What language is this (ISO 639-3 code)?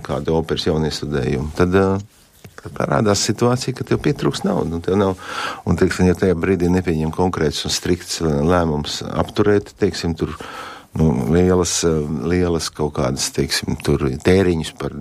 lav